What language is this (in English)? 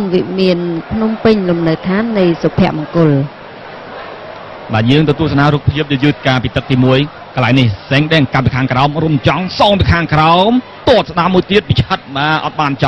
Khmer